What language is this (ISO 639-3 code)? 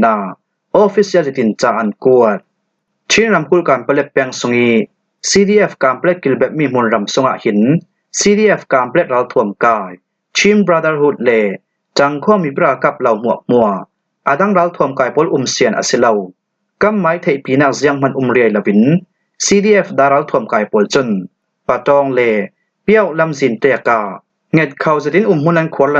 cfm